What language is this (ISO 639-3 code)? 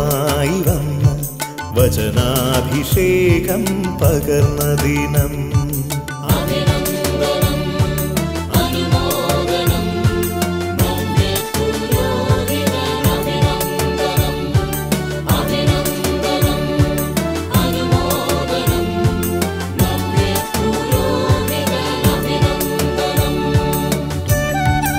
mal